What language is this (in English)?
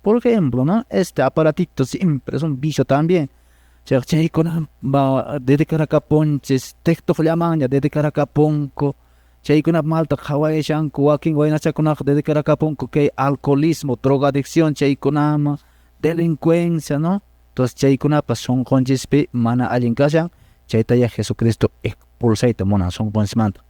Quechua